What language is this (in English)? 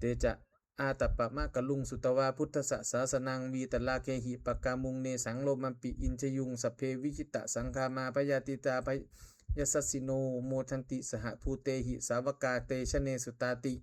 Pali